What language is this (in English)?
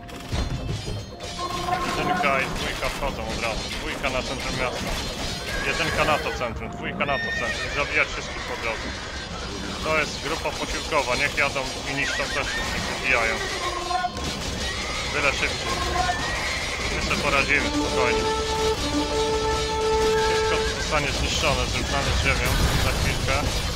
Polish